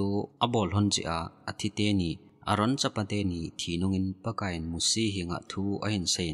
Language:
Thado Chin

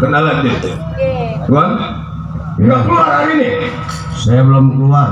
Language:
Betawi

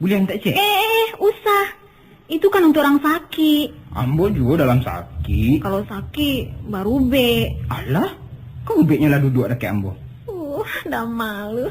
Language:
Minangkabau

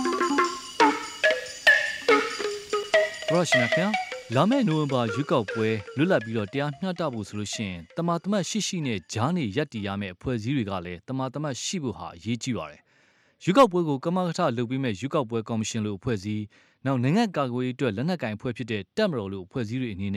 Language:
Burmese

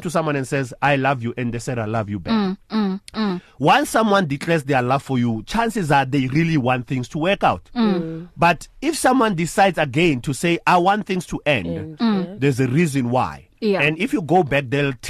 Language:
English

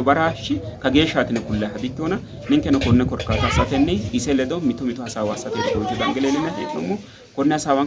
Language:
Sidamo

